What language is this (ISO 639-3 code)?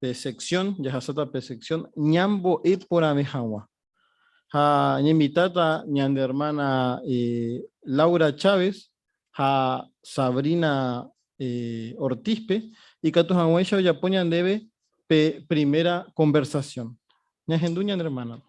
grn